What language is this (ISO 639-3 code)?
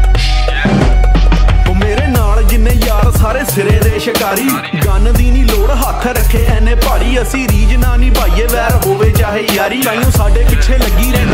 pan